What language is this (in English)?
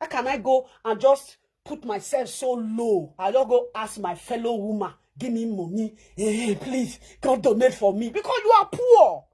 Nigerian Pidgin